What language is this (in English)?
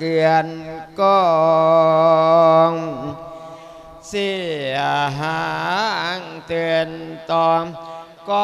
Thai